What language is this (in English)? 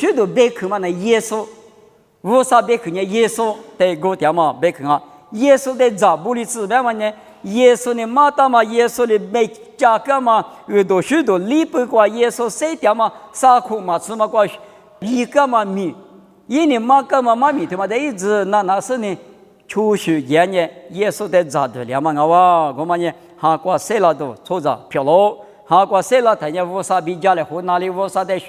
Lisu